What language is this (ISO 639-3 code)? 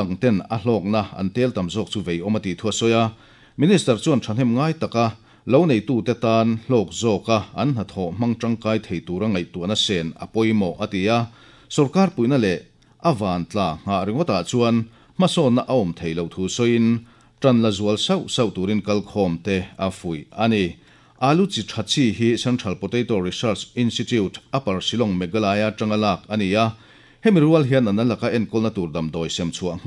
lus